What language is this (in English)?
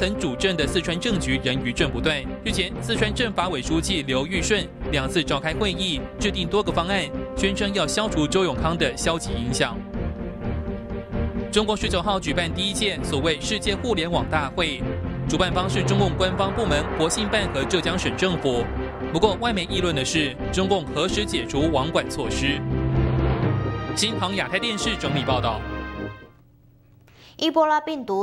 Chinese